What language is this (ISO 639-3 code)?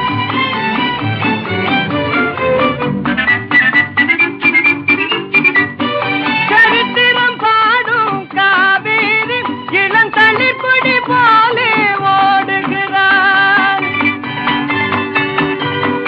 tam